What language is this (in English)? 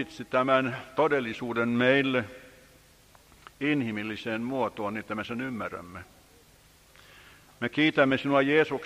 Finnish